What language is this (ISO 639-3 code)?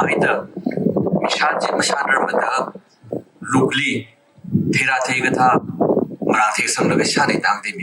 nmf